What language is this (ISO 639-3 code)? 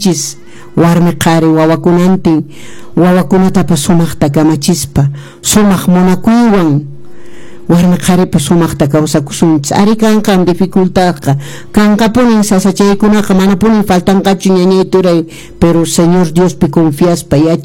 que